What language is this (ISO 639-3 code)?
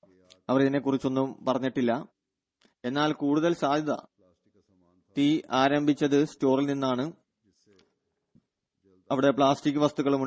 mal